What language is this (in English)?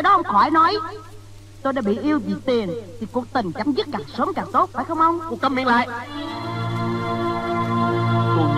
Vietnamese